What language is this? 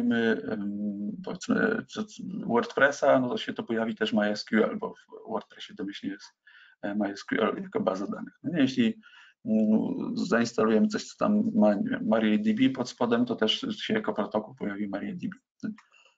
Polish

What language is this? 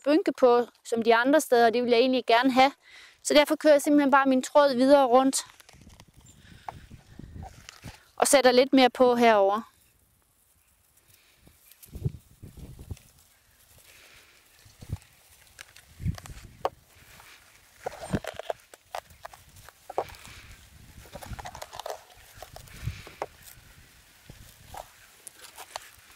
Danish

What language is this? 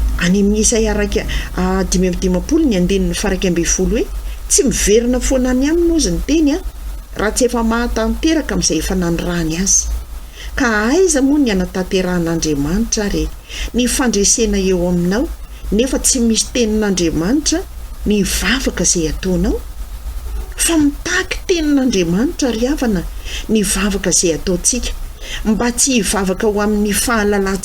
Malagasy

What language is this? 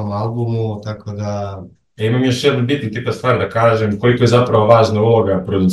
Serbian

